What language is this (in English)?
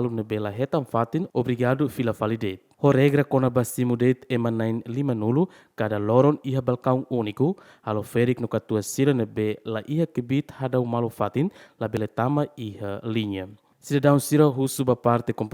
Tetum